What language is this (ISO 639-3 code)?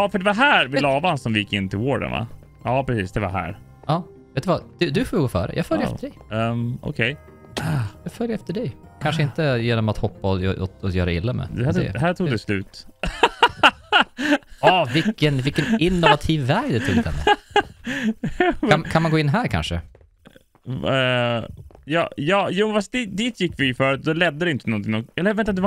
swe